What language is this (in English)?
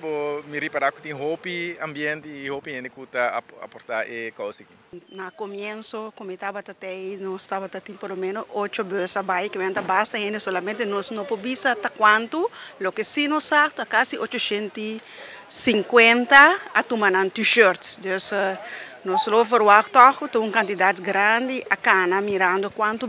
Papiamento